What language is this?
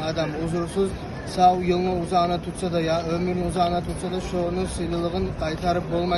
Kumyk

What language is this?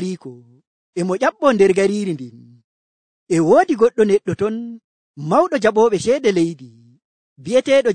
Nigerian Fulfulde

